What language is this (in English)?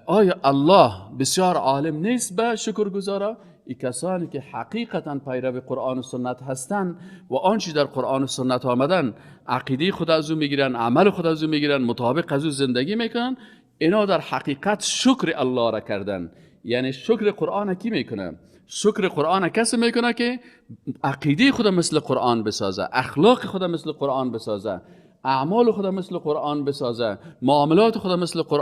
Persian